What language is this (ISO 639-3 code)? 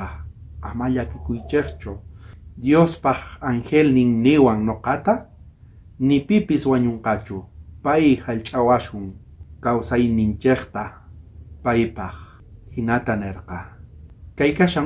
quh